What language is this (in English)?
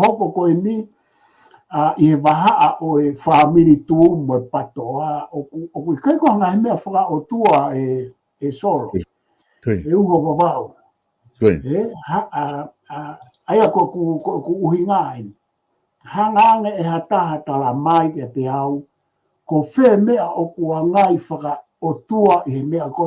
Tongan